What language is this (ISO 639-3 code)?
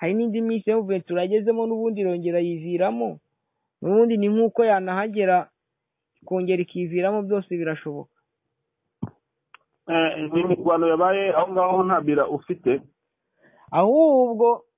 kin